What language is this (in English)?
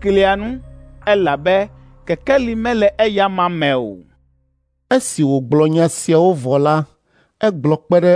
Ewe